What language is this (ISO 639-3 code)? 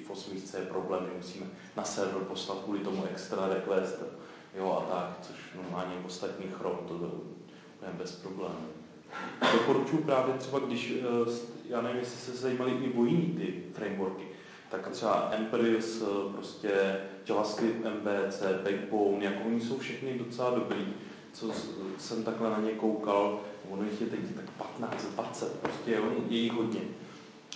ces